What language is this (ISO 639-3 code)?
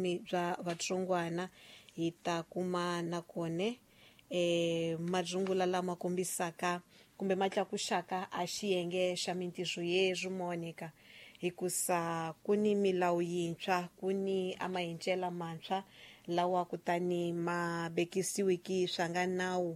tso